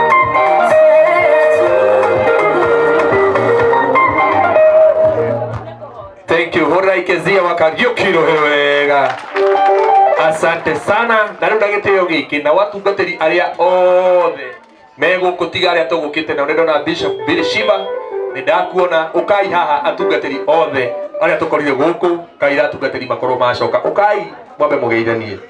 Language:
Kikuyu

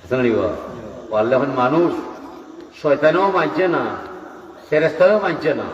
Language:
Sylheti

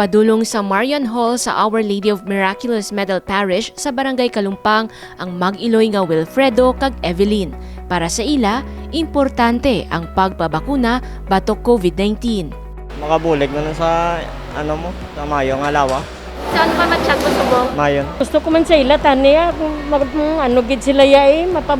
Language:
Hiligaynon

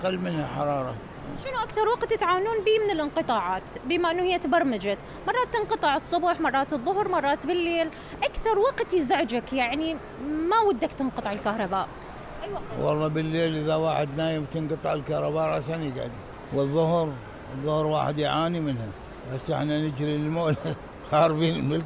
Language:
Mesopotamian Arabic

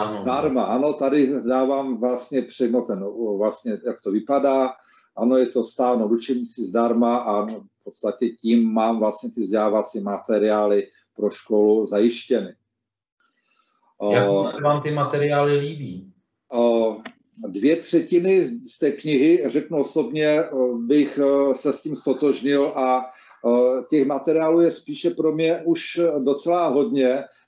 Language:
Czech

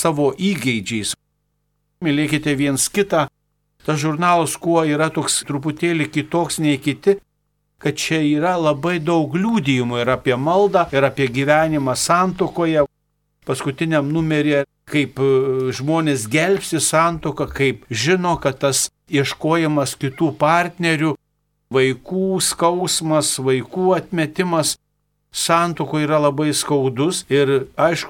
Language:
Lithuanian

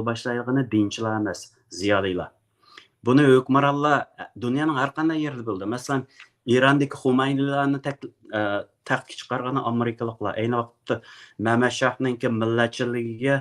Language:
Uyghur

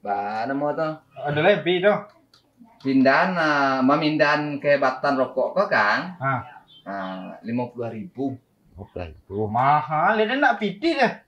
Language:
Minangkabau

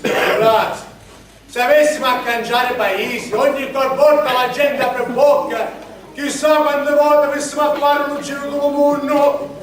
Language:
Sicilian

